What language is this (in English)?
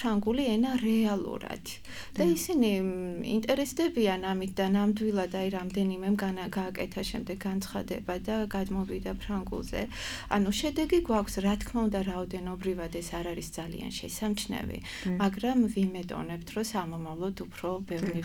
Georgian